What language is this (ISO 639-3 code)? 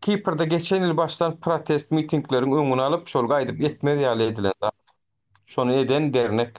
tuk